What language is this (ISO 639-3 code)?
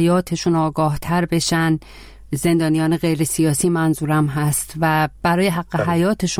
fas